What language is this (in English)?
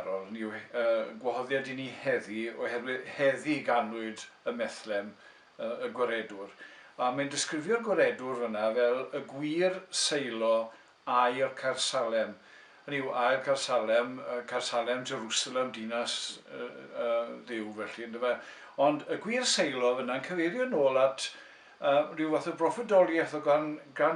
Welsh